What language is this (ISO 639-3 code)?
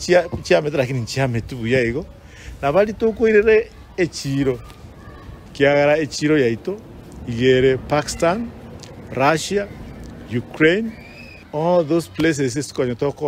guz